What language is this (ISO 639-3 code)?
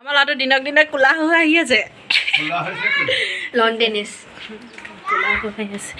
asm